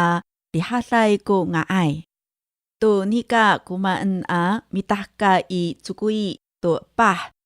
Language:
Amis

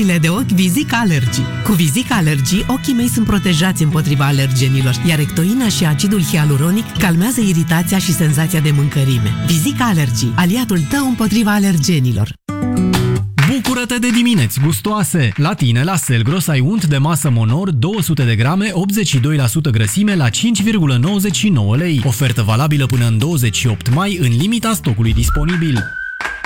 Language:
Romanian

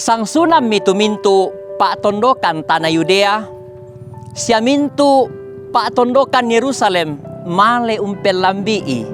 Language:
Toraja-Sa'dan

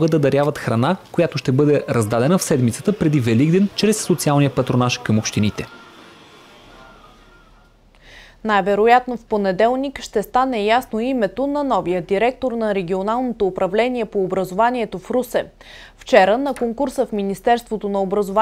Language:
Bulgarian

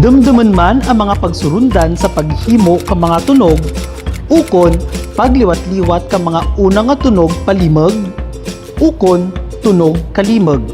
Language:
Kinaray-a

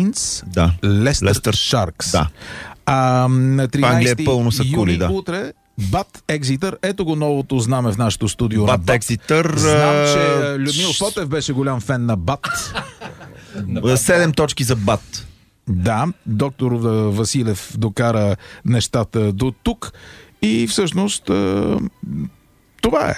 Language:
Bulgarian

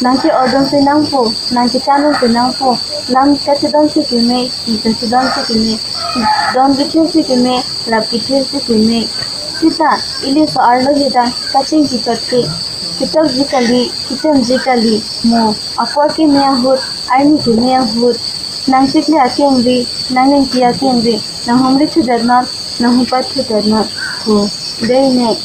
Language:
Karbi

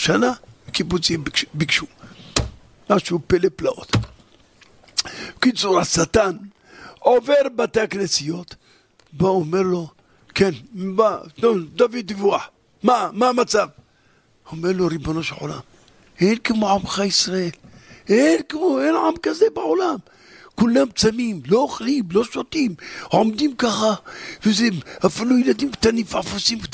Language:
Hebrew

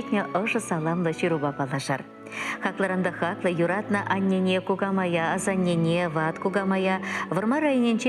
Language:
Chuvash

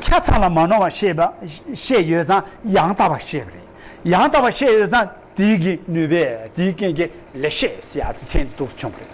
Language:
Tibetan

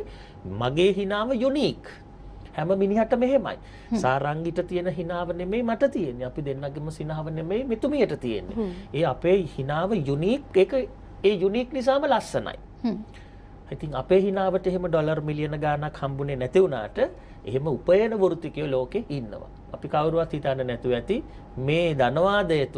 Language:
Sinhala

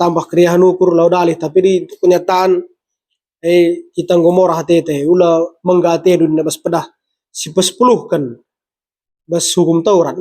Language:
Batak Karo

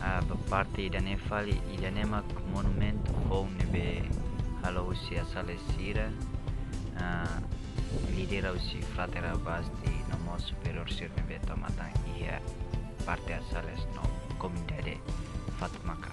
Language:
Tetum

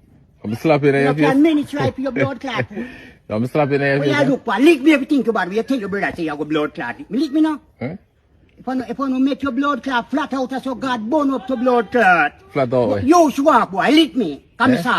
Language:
Jamaican Creole English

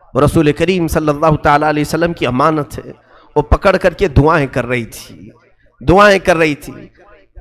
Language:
Urdu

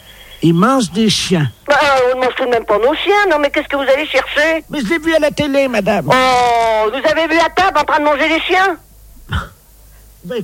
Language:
French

